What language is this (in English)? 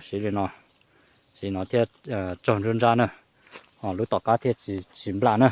Hmong